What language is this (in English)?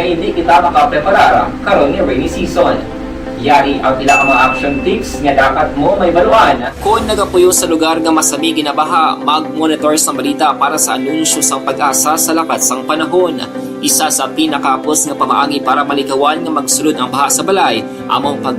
Hiligaynon